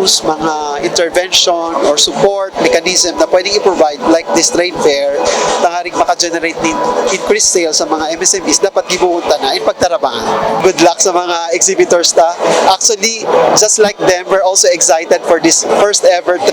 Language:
Bikol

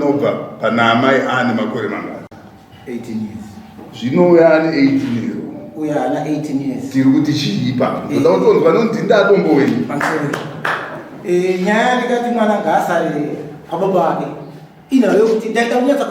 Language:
Shona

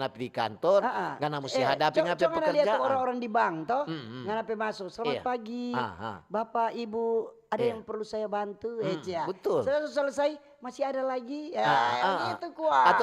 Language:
Manado Malay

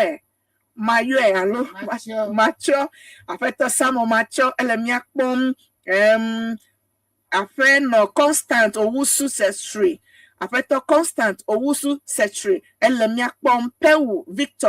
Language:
Ewe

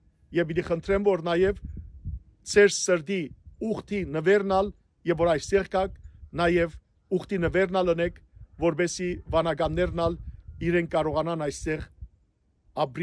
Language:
Western Armenian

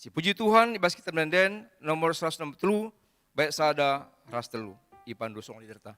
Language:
Batak Karo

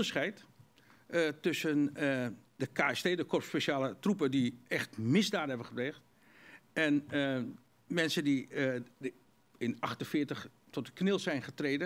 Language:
Dutch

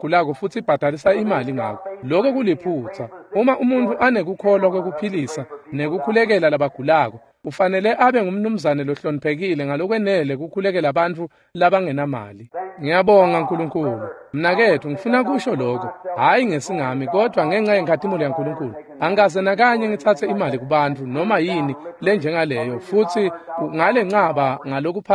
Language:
Swati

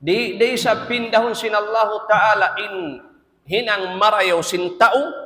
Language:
Tausug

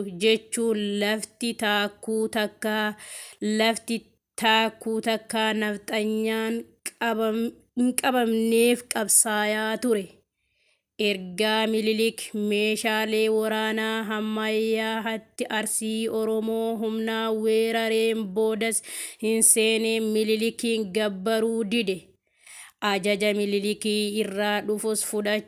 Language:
Oromo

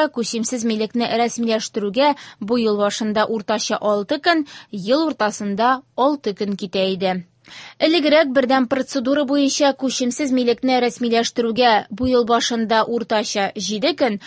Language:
Tatar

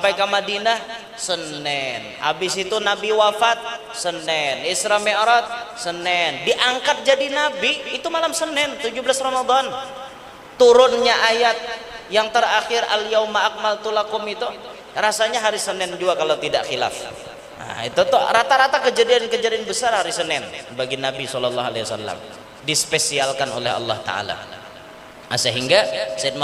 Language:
Banjar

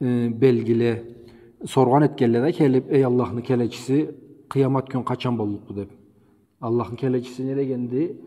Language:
Karachay-Balkar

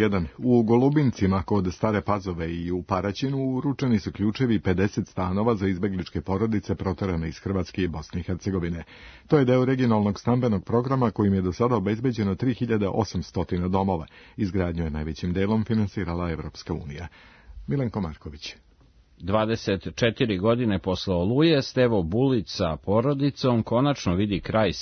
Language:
Serbian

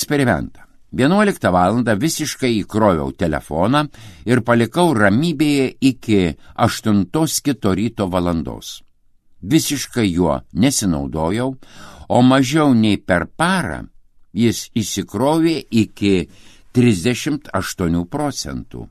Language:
Lithuanian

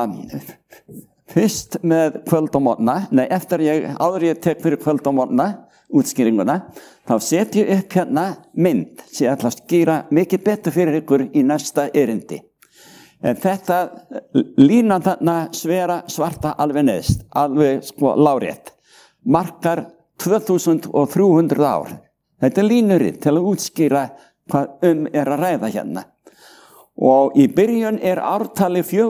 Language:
Icelandic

